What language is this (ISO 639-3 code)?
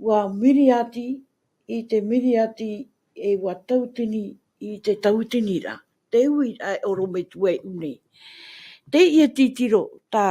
tah